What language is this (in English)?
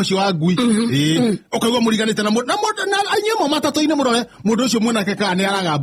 Kikuyu